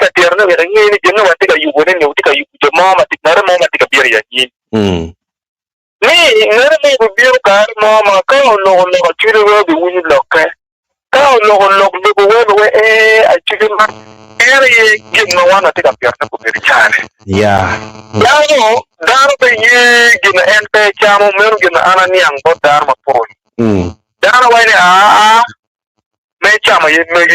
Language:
Acoli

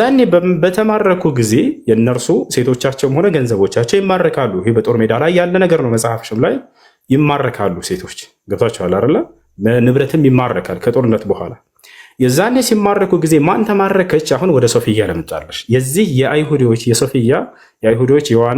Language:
Amharic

